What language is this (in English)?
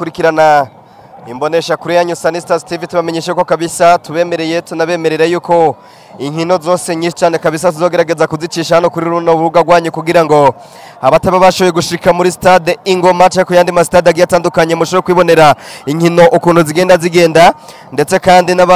Rundi